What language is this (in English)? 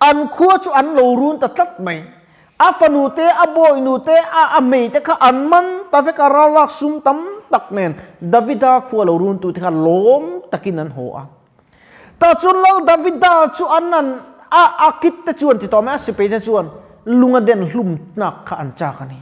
Mizo